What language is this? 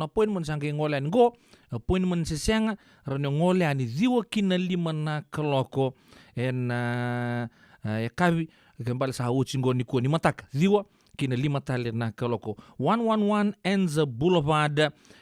Fijian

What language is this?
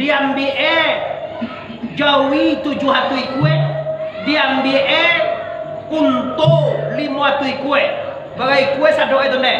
Minangkabau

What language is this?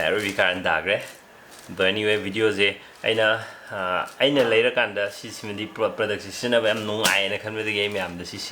Manipuri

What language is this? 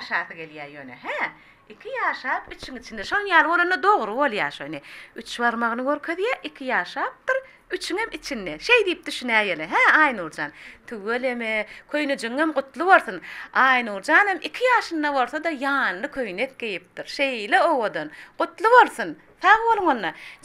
Turkmen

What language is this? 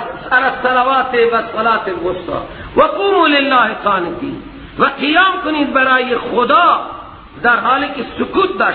Persian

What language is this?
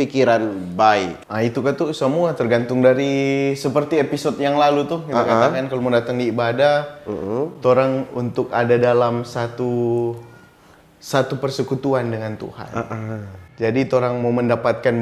Manado Malay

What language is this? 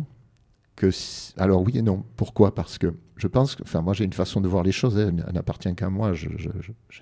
French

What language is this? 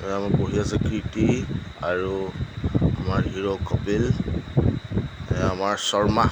Assamese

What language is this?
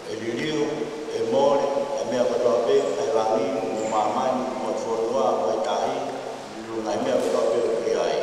Tongan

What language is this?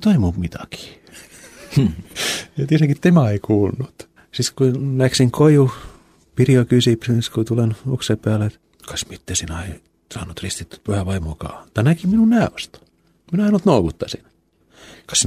Estonian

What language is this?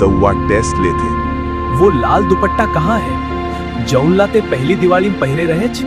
Chhattisgarhi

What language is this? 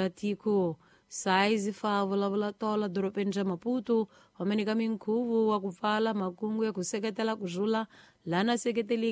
Tsonga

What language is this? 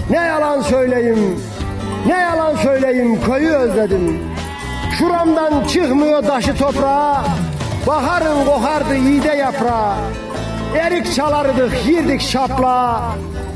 Turkish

